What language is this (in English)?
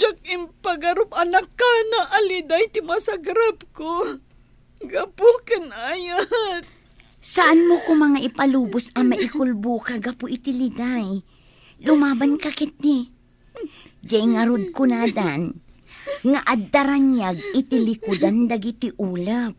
Iloko